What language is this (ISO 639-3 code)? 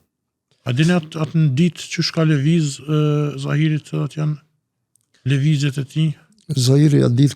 sqi